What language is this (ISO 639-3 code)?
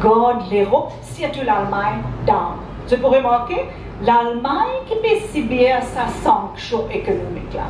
mfe